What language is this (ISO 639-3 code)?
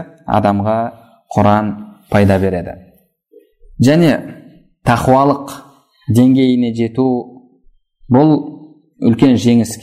kaz